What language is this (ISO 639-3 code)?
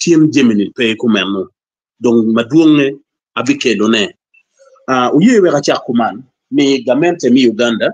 ach